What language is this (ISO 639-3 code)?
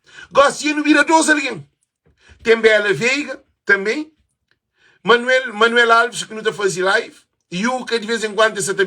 kea